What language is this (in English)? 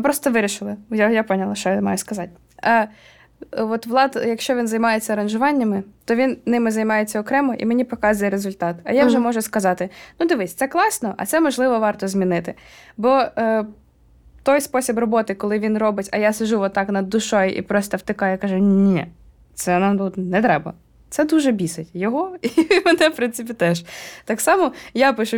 Ukrainian